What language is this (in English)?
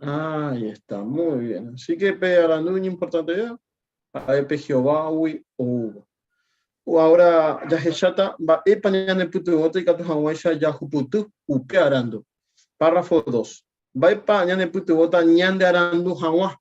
Guarani